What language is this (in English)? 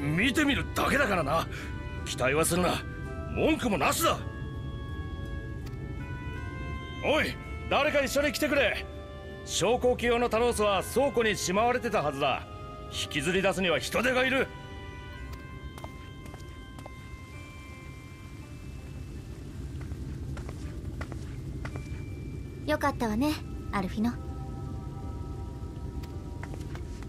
Japanese